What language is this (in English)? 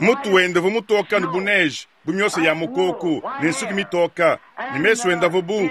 Luba-Lulua